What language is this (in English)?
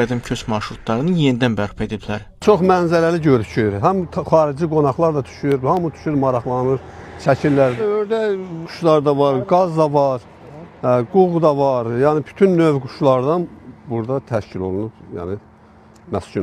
Azerbaijani